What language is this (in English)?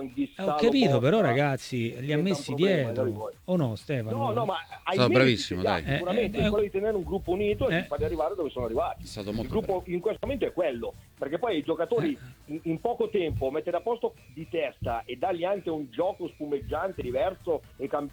Italian